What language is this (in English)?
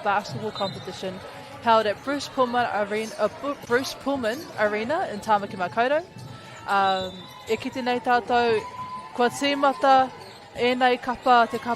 Māori